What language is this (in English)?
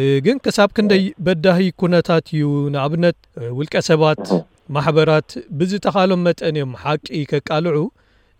Tigrinya